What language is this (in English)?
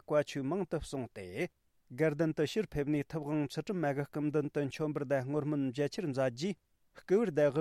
Tibetan